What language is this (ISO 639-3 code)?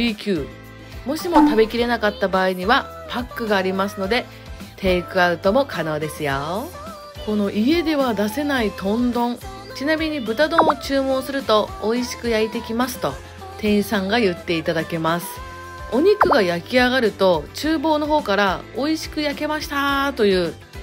jpn